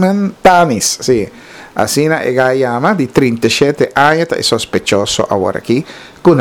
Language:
Papiamento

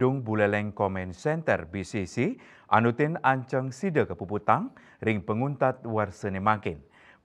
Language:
Balinese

